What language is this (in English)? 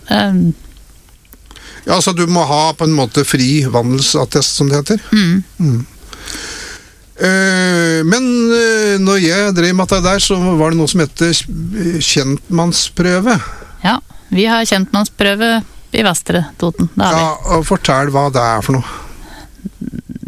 Norwegian